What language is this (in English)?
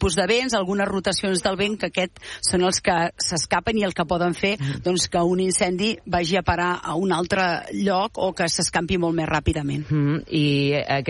Catalan